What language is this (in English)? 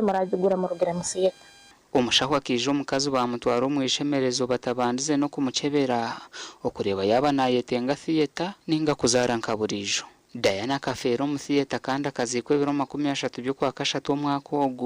Nyankole